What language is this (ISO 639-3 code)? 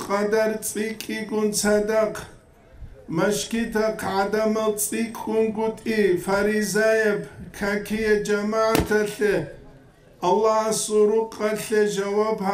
ava